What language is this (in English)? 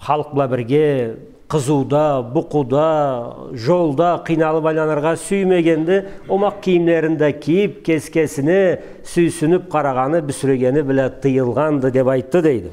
Karachay-Balkar